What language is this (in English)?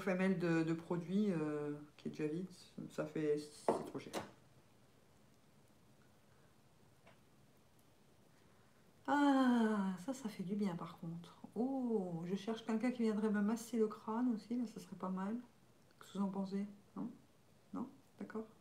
French